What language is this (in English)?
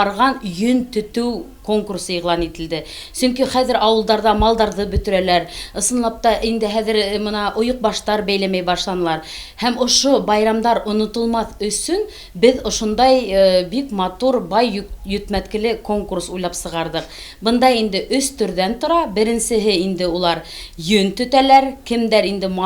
Bashkir